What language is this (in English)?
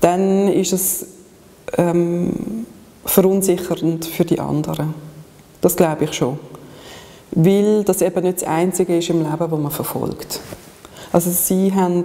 Swiss German